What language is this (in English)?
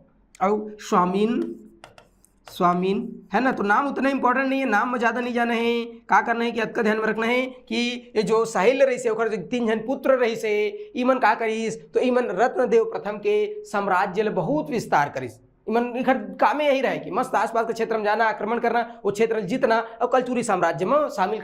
Chhattisgarhi